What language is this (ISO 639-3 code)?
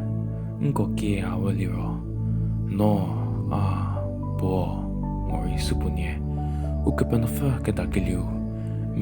njm